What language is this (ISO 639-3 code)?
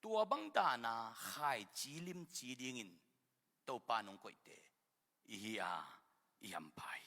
ctd